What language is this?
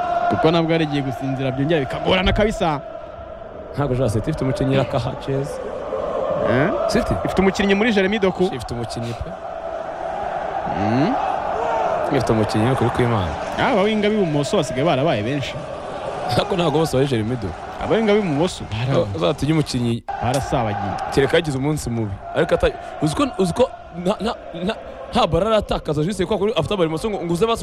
Kinyarwanda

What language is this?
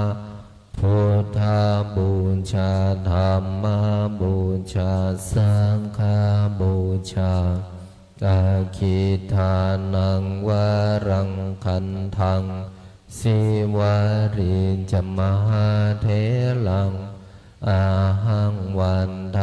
Pali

